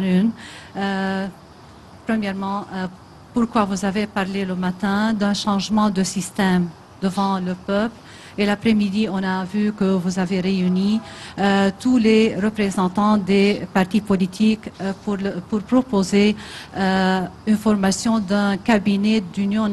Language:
French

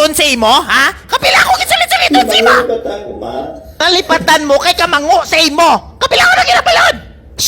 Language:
Hiligaynon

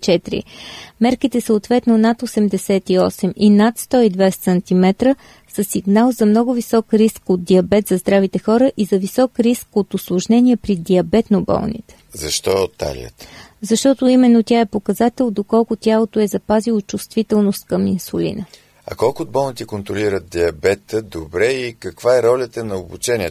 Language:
Bulgarian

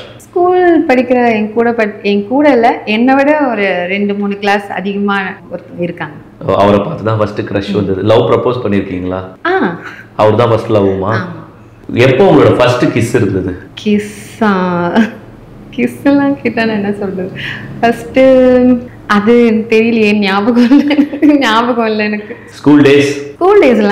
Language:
Tamil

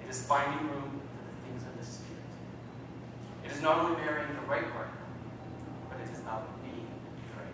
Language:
English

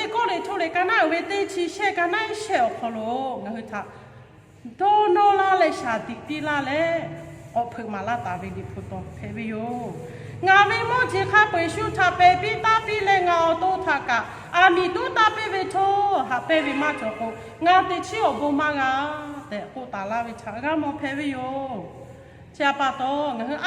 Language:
Lahu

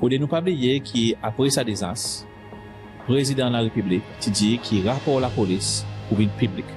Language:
Seselwa Creole French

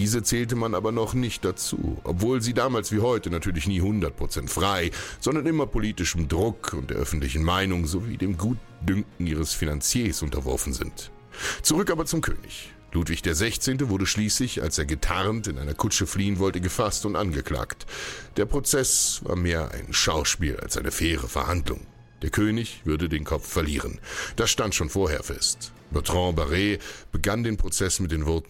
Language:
German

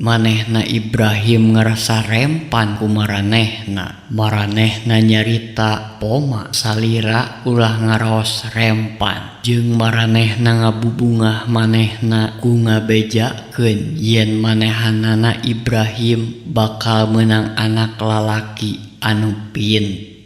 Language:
Sundanese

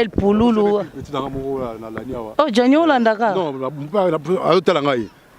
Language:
Lingala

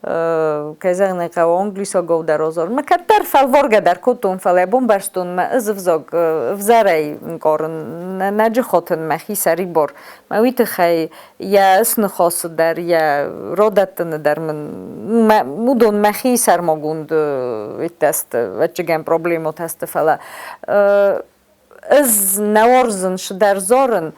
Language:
Ossetic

